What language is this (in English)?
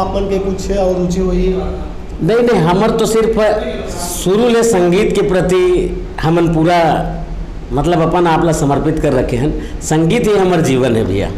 Chhattisgarhi